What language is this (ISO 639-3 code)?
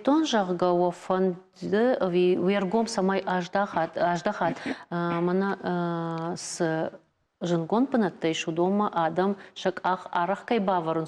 oss